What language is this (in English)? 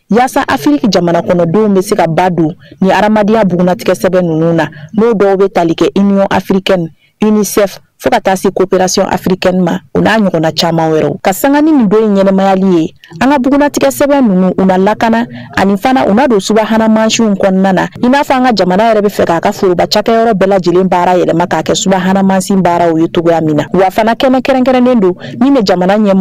Bambara